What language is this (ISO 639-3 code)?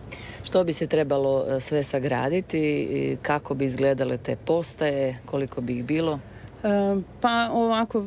hrv